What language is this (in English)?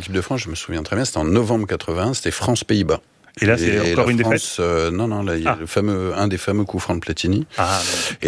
French